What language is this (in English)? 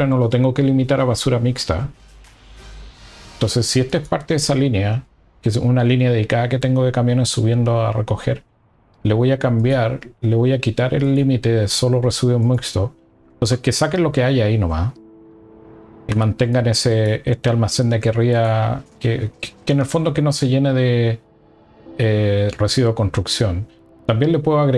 Spanish